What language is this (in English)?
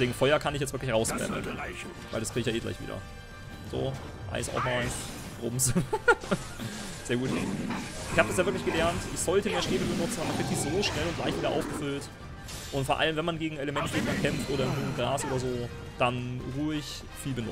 German